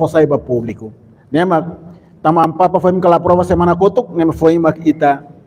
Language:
Tetum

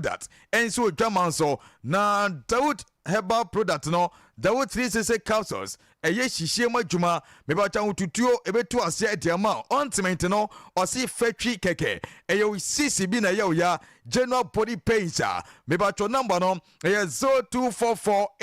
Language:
Akan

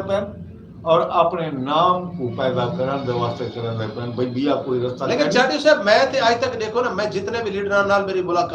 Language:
Saraiki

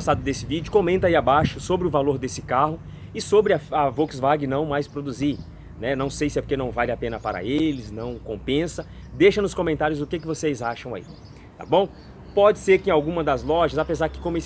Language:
Portuguese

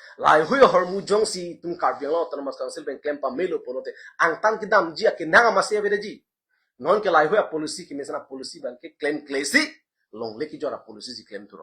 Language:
Karbi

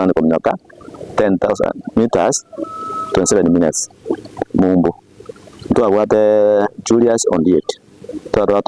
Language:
Gusii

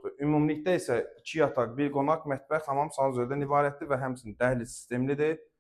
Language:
Azerbaijani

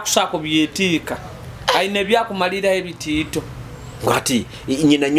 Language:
Nyoro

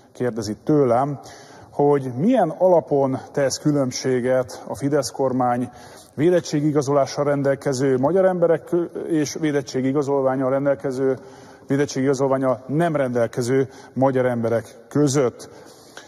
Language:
Hungarian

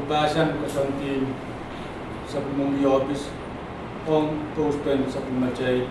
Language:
Pohnpeian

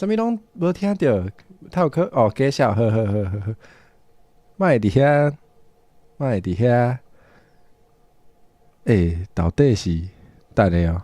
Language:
Min Nan Chinese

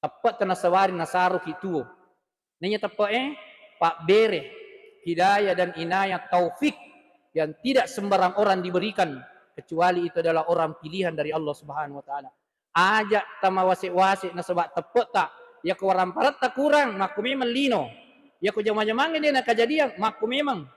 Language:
Buginese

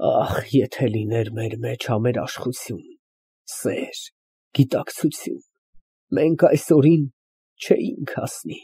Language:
Armenian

